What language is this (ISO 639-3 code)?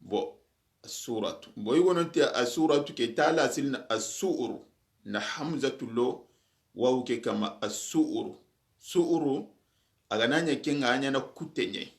snk